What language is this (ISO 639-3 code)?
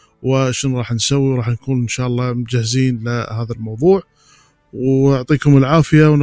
ara